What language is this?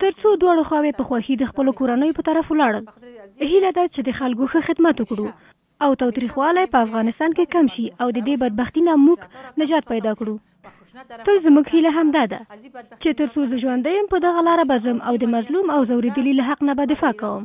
Pashto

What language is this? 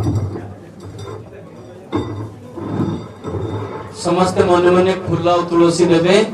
Odia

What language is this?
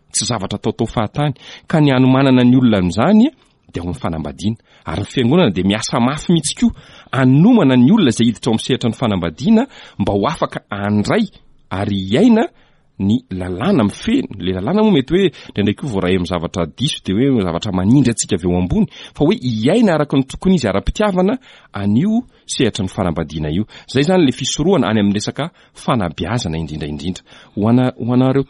Malagasy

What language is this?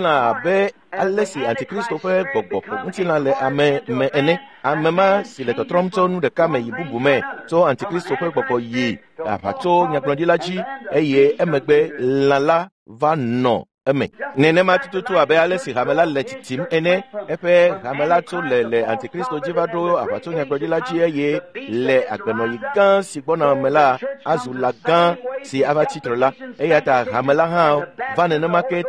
Ewe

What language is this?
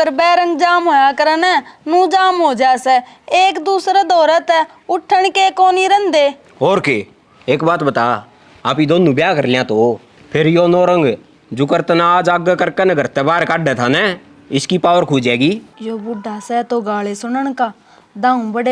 Haryanvi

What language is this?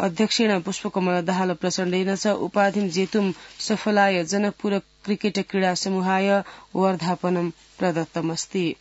Sanskrit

